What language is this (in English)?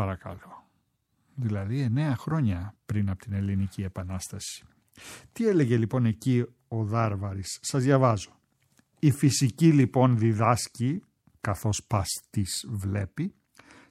Greek